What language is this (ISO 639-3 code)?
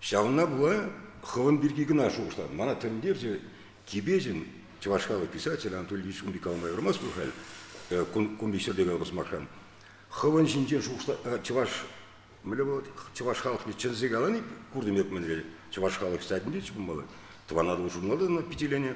chv